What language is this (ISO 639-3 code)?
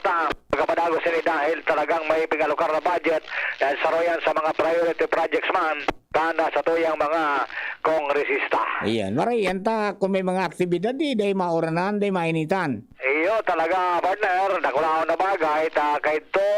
bik